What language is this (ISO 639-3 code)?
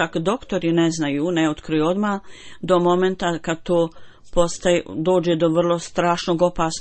bos